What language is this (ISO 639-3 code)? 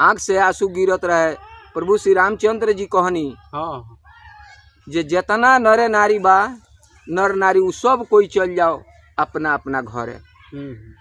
bho